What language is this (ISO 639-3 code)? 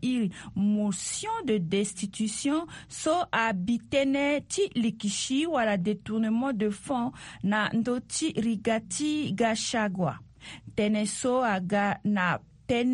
sag